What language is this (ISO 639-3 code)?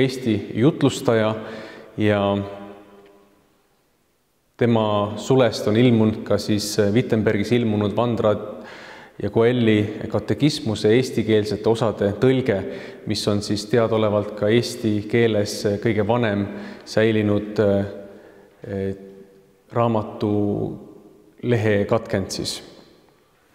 est